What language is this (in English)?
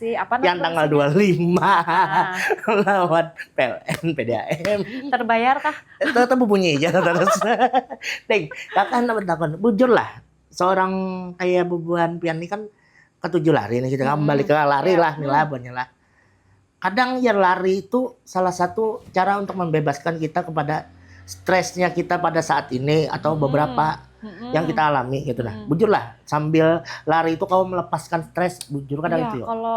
Banjar